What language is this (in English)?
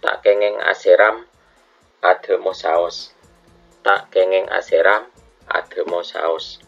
Madurese